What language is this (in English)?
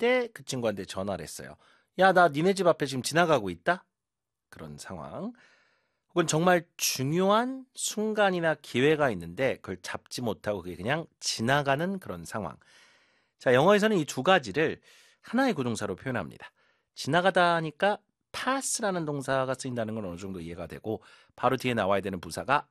Korean